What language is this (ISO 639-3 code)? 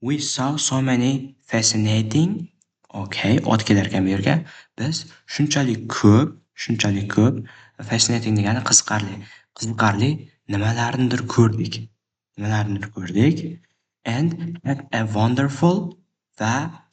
uzb